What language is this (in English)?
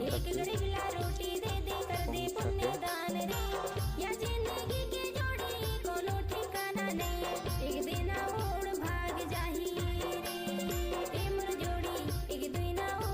Chhattisgarhi